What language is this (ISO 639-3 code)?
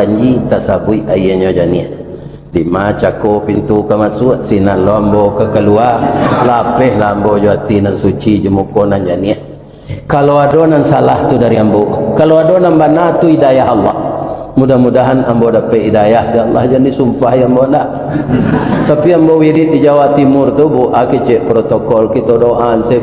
min